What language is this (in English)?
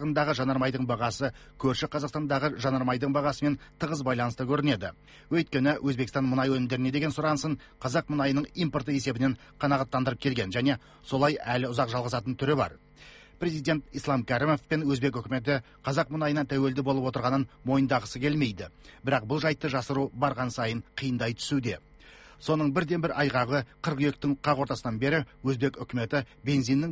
Kazakh